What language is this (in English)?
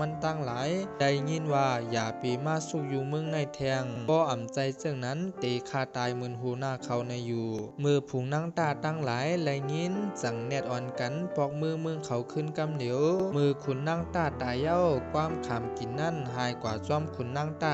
Shan